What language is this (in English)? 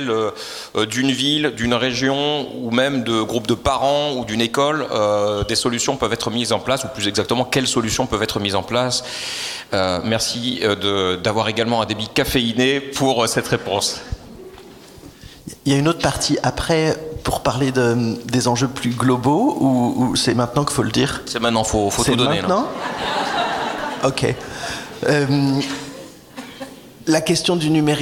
French